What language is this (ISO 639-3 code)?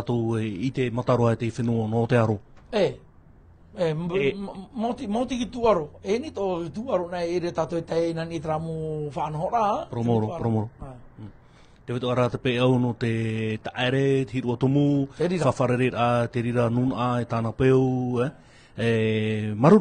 tah